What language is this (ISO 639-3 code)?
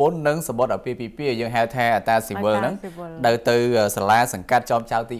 khm